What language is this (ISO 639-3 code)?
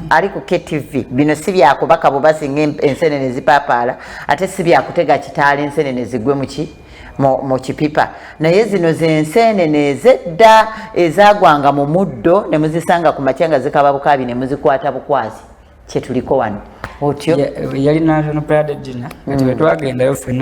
lug